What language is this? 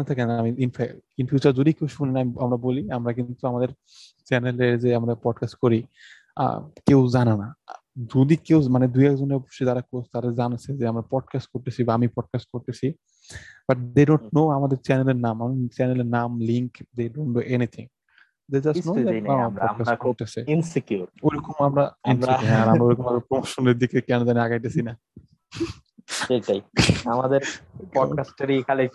Bangla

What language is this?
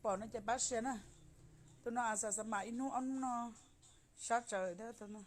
Hmong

